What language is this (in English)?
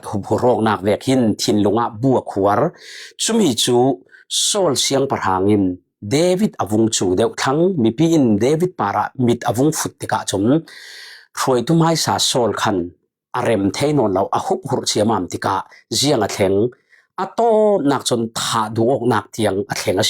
Falam Chin